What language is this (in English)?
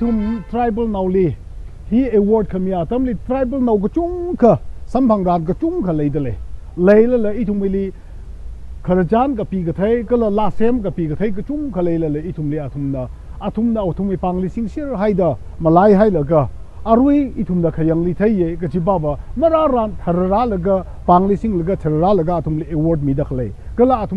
Tangkhul Naga (India)